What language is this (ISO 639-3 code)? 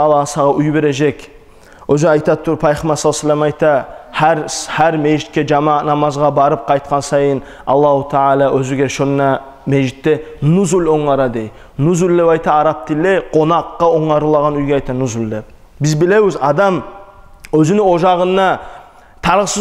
kum